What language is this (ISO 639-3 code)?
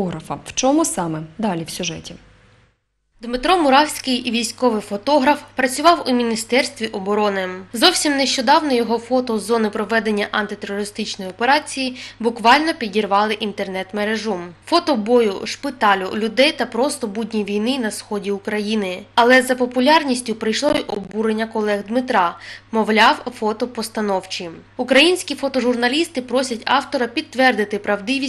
ukr